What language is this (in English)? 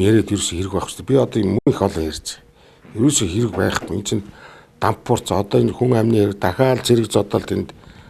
Mongolian